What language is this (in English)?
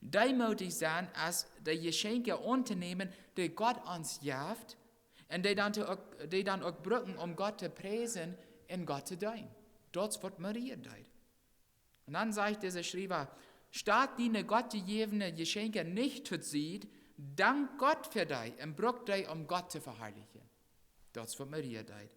Plautdietsch